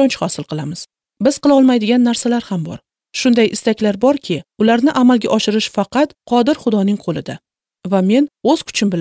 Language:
Uzbek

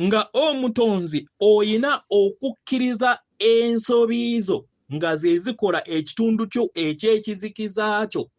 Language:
Ganda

